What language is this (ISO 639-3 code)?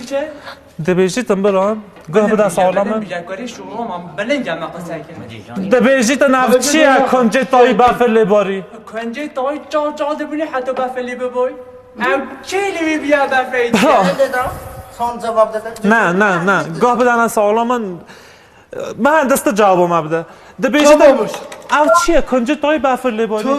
kur